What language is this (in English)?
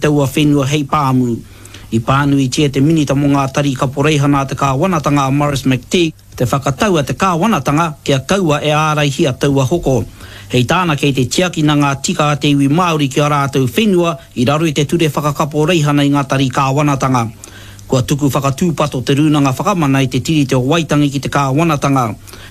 Māori